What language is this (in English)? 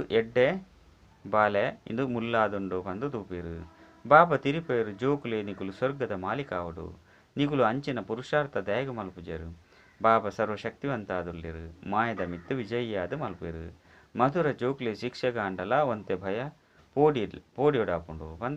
Tulu